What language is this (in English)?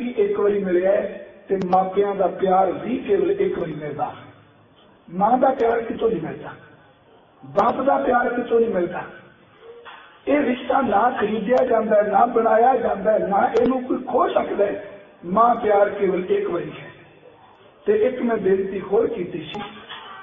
Punjabi